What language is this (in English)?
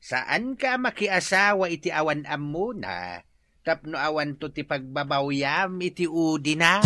Iloko